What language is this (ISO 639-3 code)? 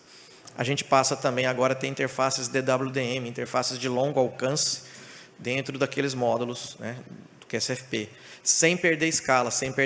por